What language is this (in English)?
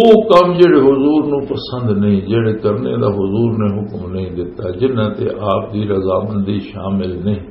Western Panjabi